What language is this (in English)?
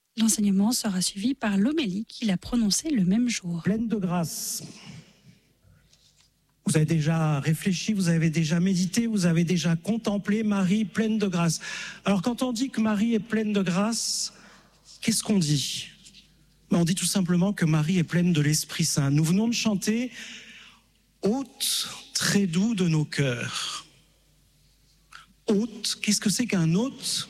French